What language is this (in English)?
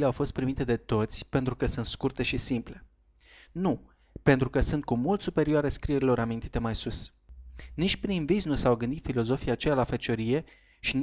Romanian